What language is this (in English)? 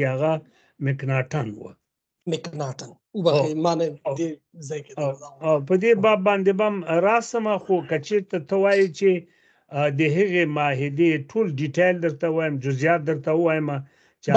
Pashto